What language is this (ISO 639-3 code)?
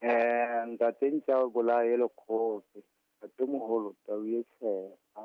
sot